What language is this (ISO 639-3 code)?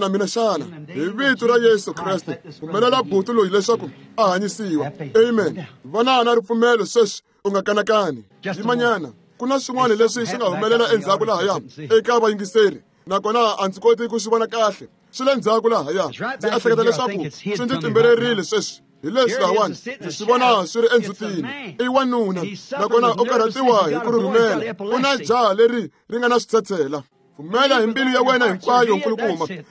tso